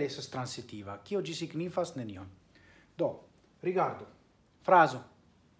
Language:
Esperanto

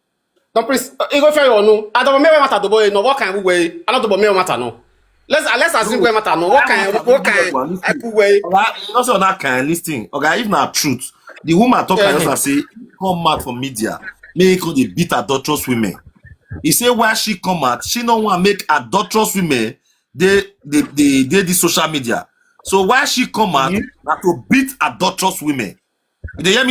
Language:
Nigerian Pidgin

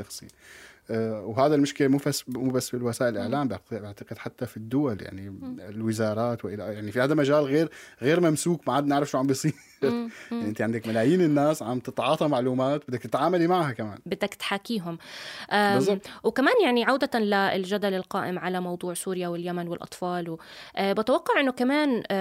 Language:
North Levantine Arabic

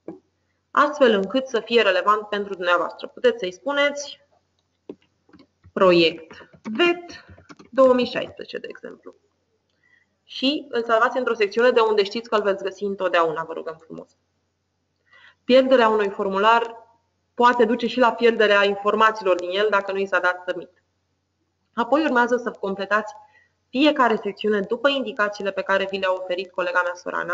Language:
Romanian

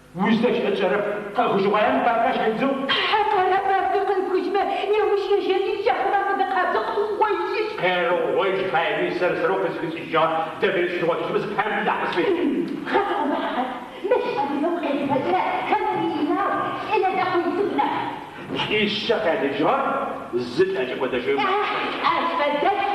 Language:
Adyghe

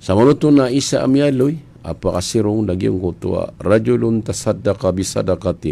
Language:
Maranao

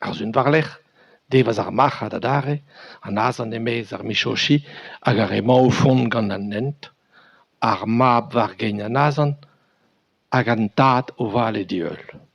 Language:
Breton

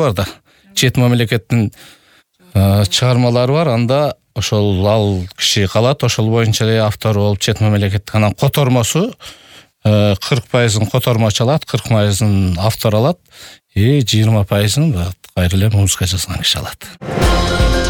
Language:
Kyrgyz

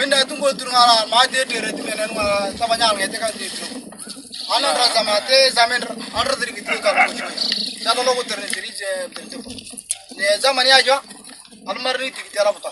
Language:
Moro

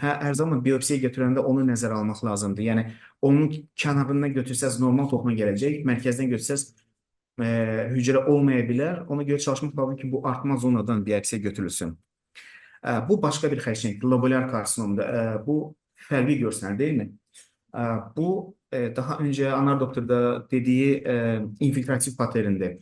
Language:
Azerbaijani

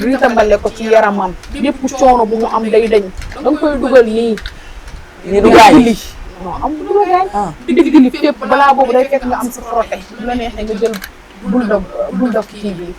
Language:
Wolof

